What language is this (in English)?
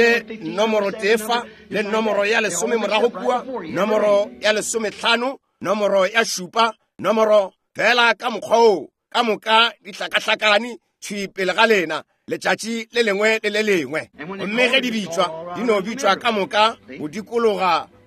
Northern Sotho